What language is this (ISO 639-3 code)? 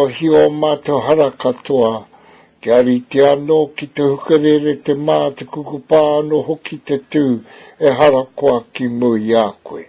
mri